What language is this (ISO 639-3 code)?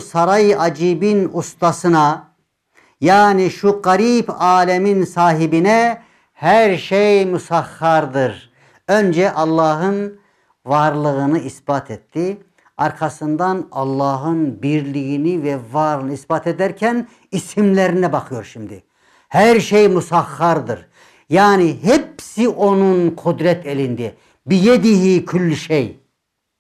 tur